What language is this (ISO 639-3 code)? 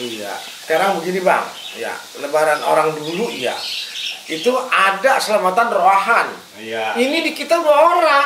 bew